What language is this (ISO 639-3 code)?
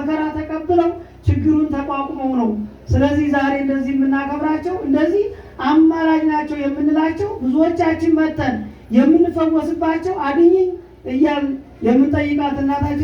amh